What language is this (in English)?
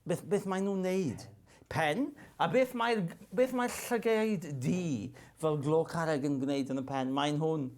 Welsh